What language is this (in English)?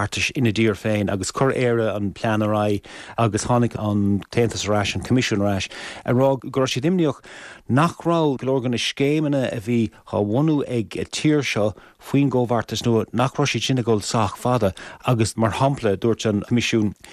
Irish